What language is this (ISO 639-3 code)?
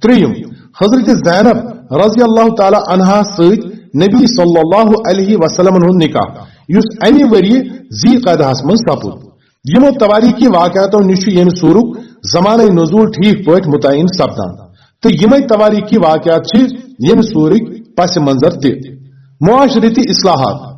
kas